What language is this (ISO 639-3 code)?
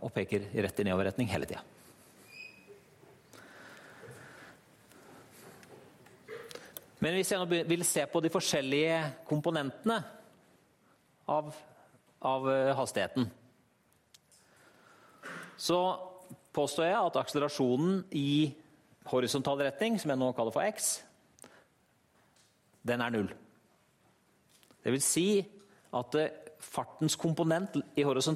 nor